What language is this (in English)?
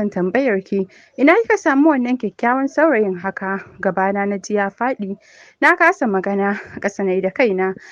Hausa